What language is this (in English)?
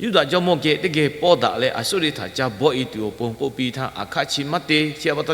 Lahu